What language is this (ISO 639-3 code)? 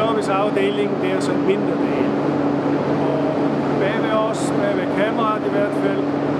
dan